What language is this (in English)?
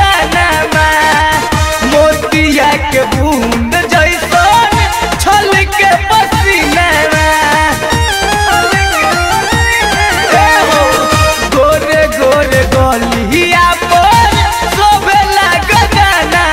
Bhojpuri